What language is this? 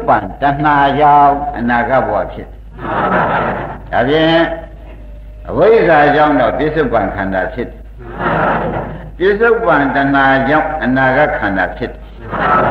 Burmese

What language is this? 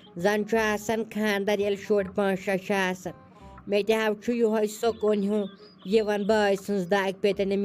Kashmiri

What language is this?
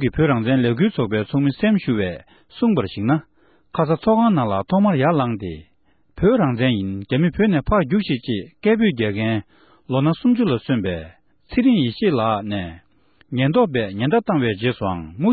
Tibetan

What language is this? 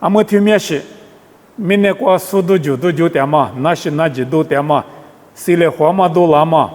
Lisu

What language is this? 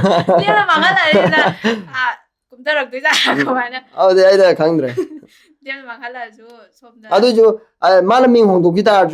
Manipuri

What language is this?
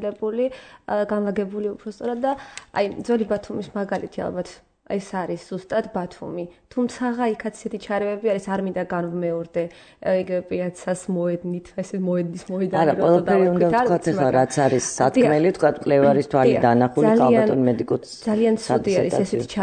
Georgian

